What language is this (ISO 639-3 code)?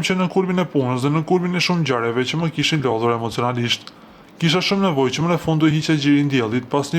sqi